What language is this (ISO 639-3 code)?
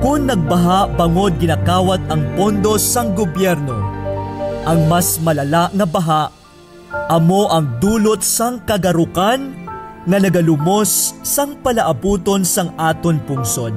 hil